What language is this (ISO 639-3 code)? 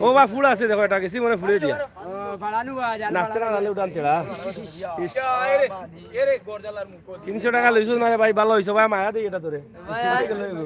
syl